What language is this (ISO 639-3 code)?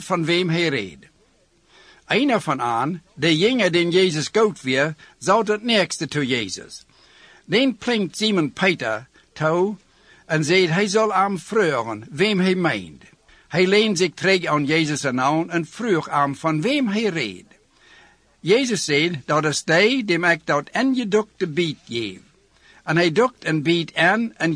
nld